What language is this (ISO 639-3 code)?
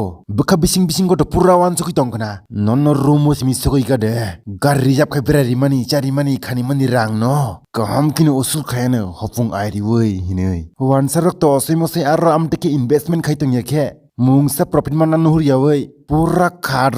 trp